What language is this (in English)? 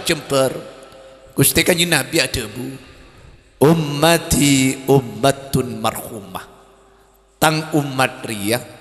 Madurese